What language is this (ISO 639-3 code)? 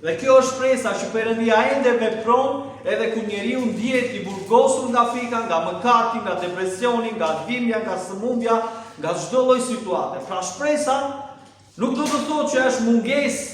sqi